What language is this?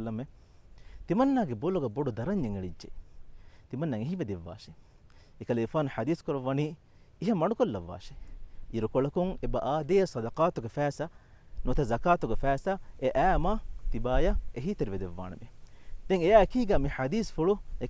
Divehi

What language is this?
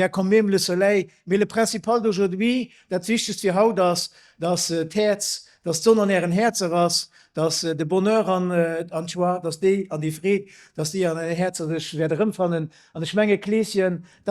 Luxembourgish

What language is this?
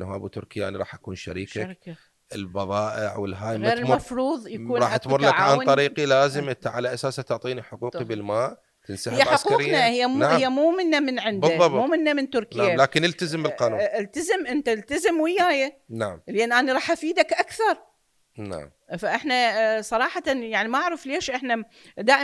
Mesopotamian Arabic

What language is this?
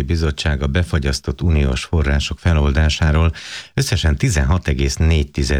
Hungarian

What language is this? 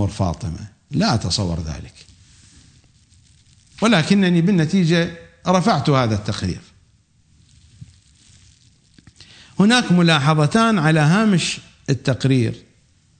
Arabic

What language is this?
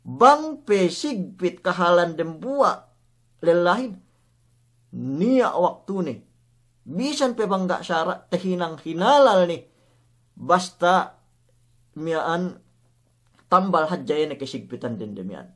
Yakan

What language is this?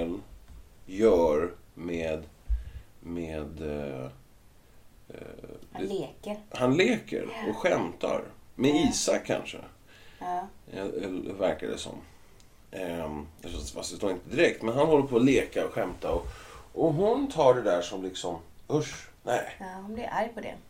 Swedish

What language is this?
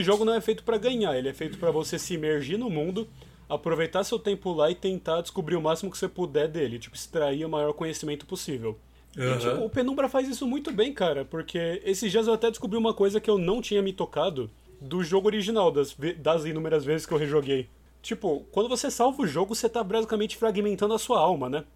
Portuguese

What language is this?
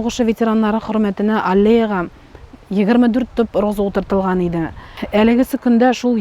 Tatar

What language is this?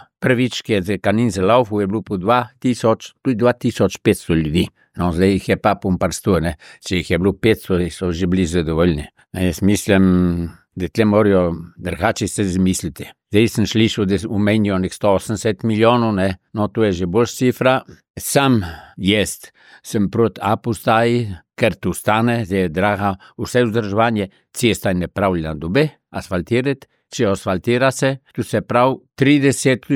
Slovenian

